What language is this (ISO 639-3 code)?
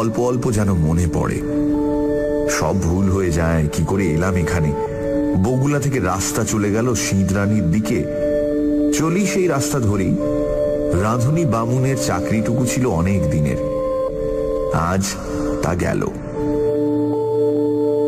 ben